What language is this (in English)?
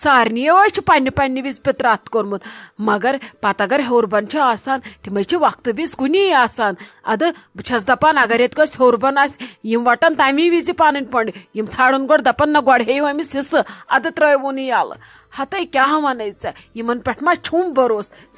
Kashmiri